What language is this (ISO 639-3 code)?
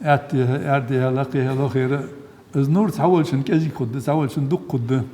inh